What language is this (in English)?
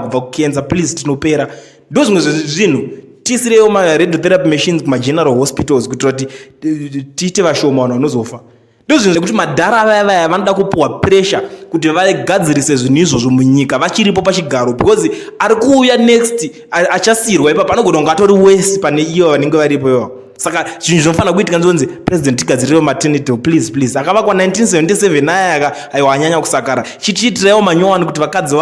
Shona